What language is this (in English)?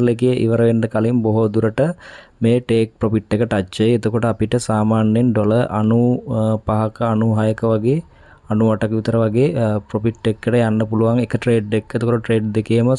Sinhala